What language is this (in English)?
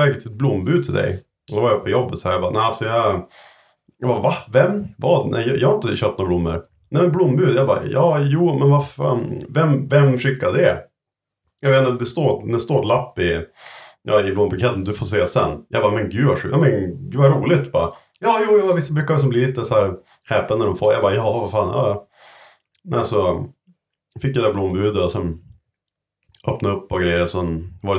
Swedish